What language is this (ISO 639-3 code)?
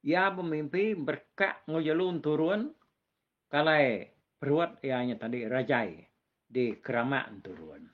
iba